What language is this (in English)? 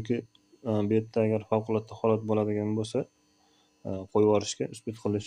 Uzbek